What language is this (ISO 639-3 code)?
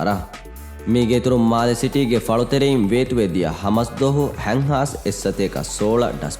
div